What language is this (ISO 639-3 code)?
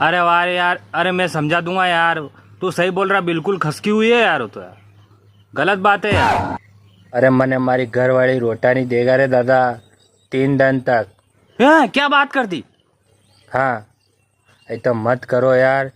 raj